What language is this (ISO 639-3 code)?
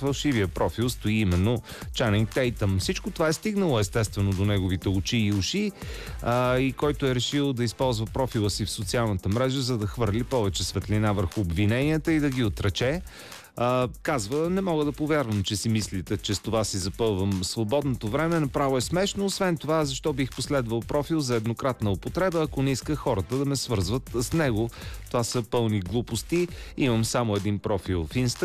bul